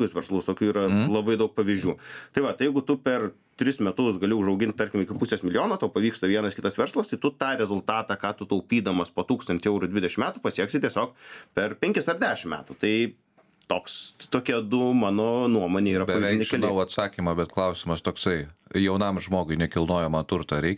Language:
Lithuanian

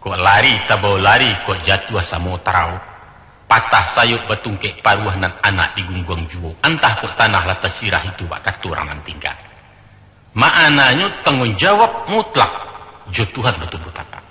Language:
Minangkabau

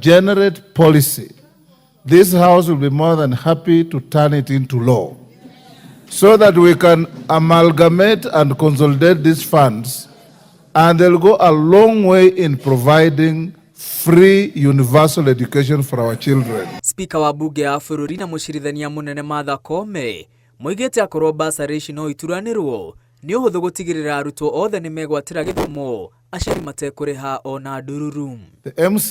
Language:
Kikuyu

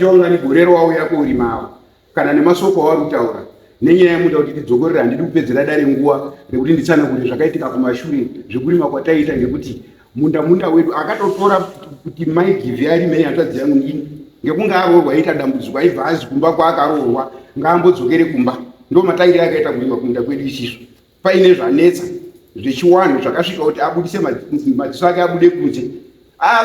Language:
Shona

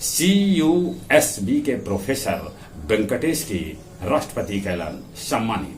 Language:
Magahi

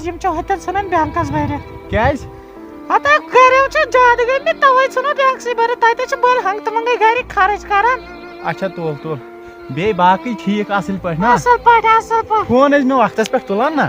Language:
Kashmiri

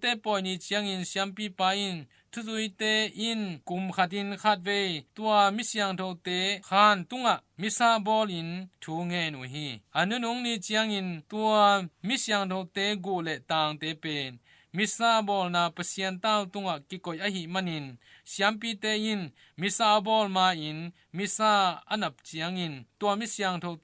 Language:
Tedim Chin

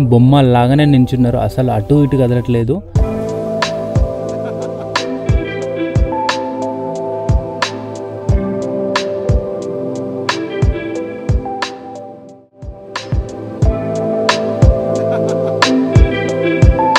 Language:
Telugu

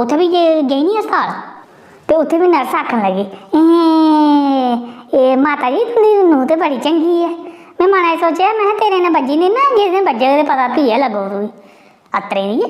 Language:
Dogri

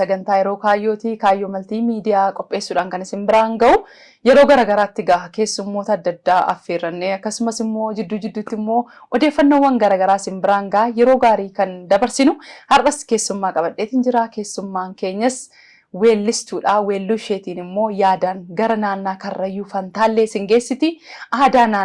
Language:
Oromo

